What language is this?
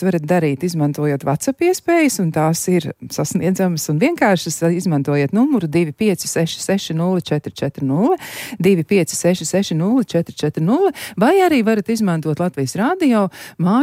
Latvian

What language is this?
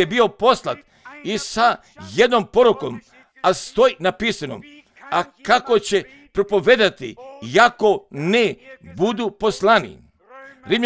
Croatian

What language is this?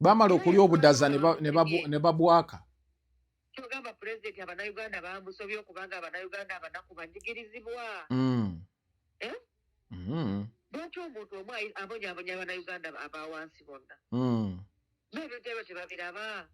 Ganda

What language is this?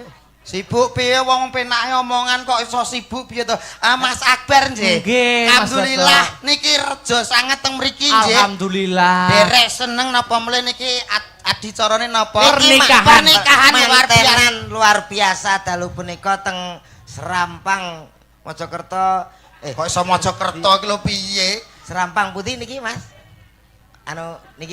Javanese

